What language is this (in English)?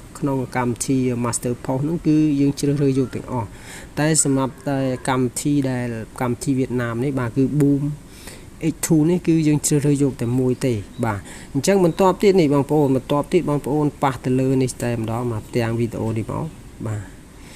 Khmer